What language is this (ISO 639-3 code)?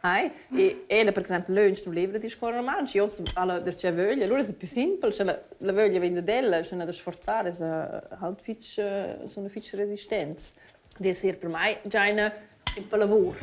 roh